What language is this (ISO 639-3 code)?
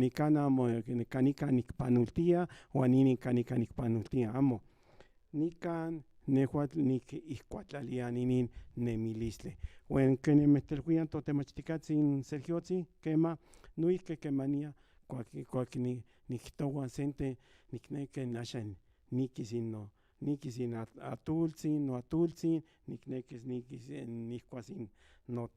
nhn